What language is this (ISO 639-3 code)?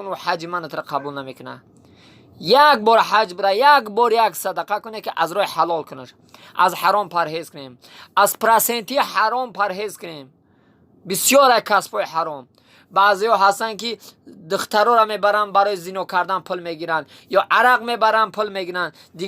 tgk